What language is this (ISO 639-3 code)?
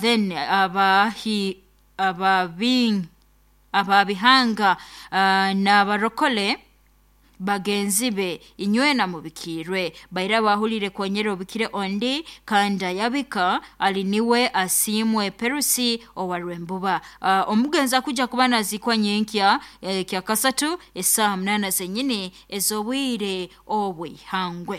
nyn